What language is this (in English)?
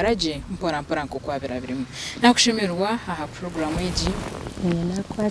Nyankole